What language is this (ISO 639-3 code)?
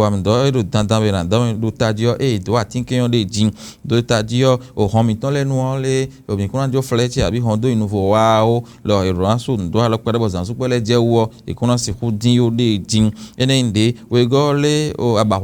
fon